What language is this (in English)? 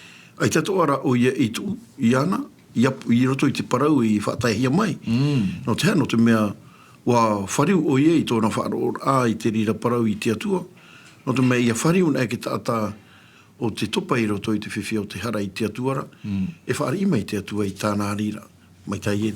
Tahitian